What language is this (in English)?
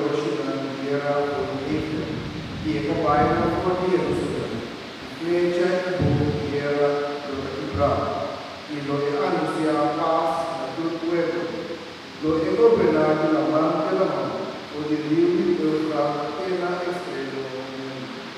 Papiamento